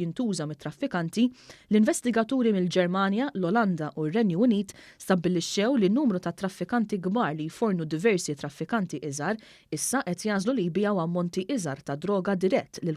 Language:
Maltese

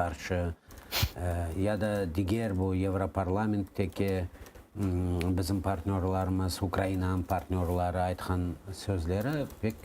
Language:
Crimean Tatar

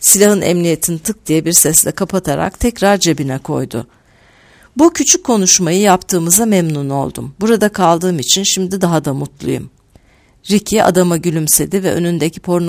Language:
Turkish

